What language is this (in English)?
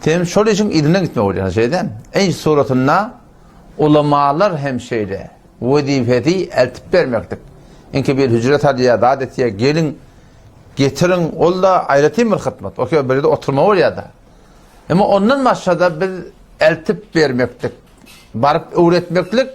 Turkmen